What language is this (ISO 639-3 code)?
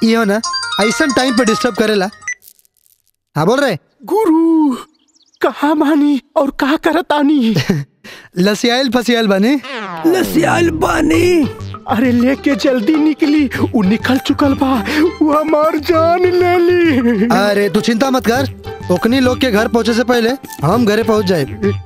bho